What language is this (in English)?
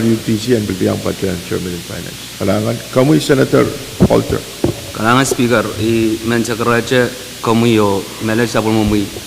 Pohnpeian